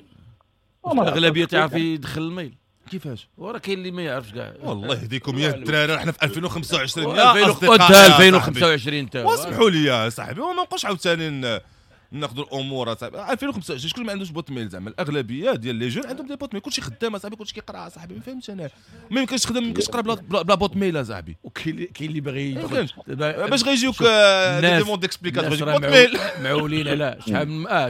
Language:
Moroccan Arabic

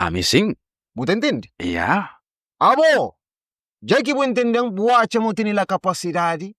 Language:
Kabuverdianu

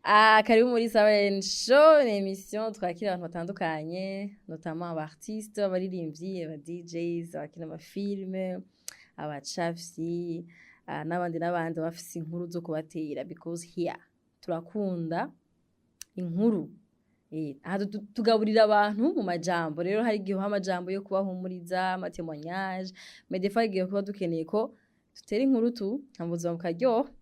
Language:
Rundi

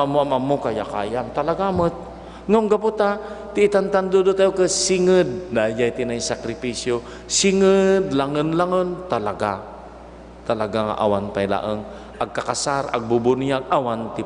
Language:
Iloko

